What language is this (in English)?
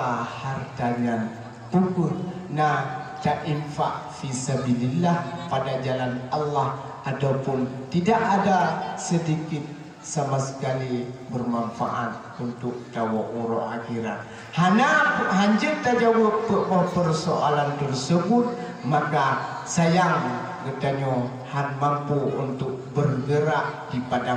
Achinese